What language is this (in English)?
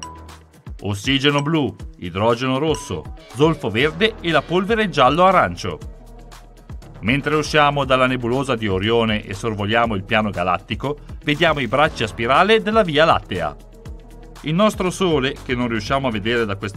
Italian